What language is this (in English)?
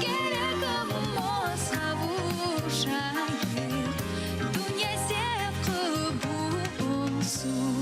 Crimean Tatar